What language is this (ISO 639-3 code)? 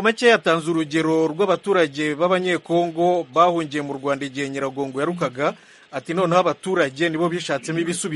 kin